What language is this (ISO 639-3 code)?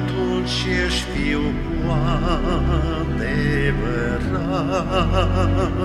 ron